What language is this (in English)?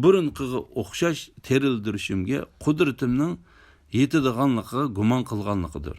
Uyghur